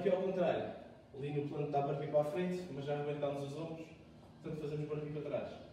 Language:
Portuguese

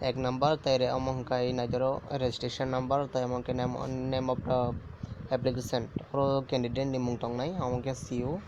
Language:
Kok Borok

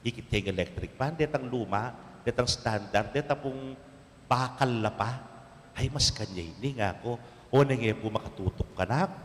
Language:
Pampanga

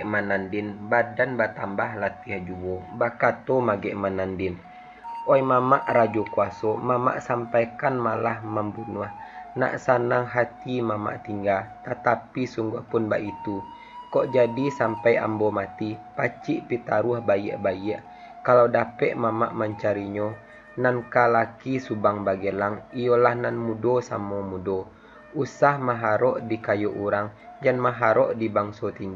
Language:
Minangkabau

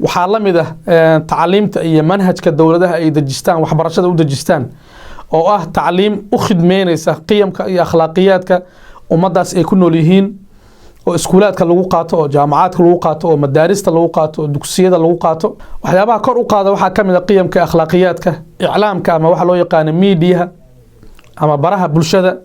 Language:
Somali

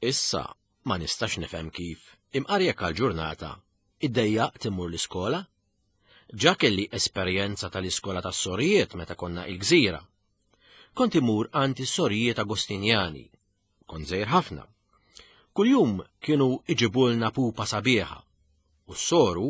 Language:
Maltese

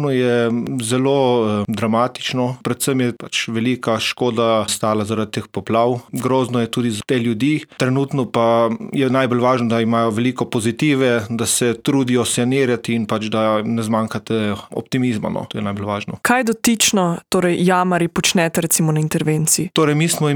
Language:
Slovenian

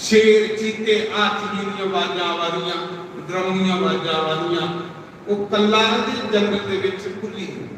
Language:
Dogri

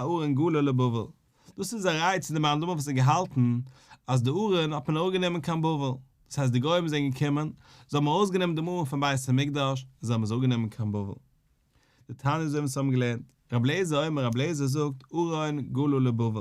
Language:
Yiddish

